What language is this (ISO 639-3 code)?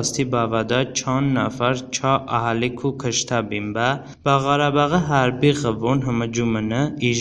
tly